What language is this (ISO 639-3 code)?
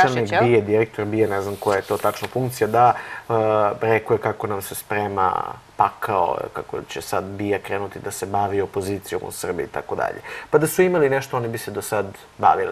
srp